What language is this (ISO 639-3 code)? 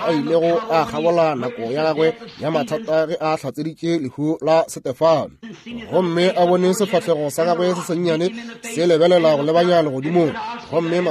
nso